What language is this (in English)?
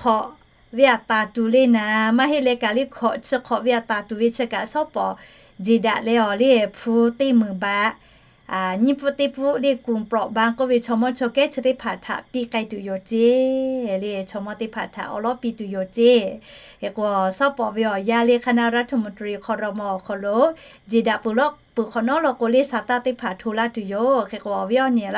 Lahu